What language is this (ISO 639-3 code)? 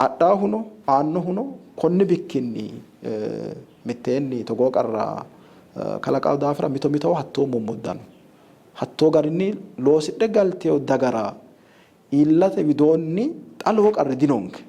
sid